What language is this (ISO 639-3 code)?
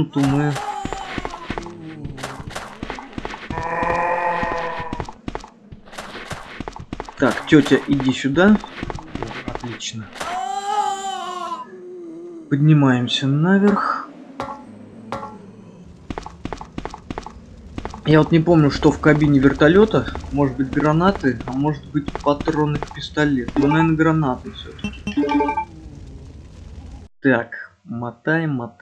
rus